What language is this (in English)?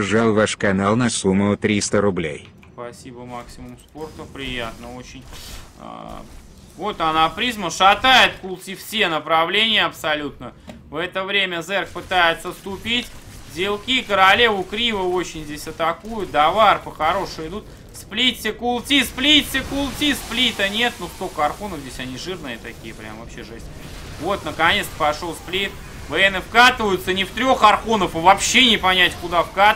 Russian